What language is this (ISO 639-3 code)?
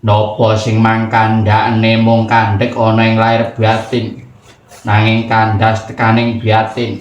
jav